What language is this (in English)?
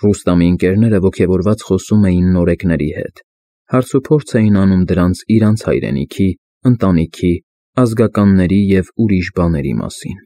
Armenian